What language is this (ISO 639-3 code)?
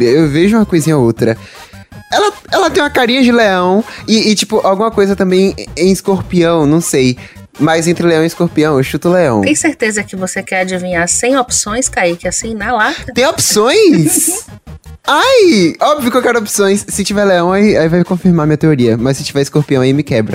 por